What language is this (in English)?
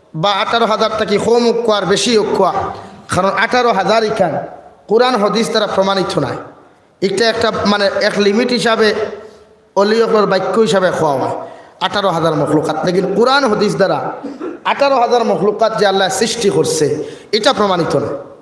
Sylheti